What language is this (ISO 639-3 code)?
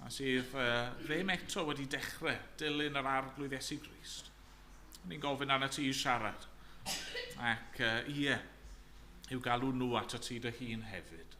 cym